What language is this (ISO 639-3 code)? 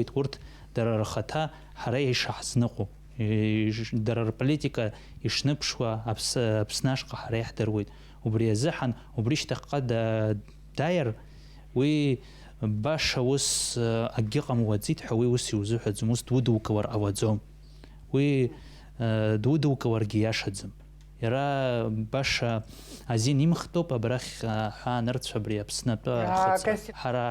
abk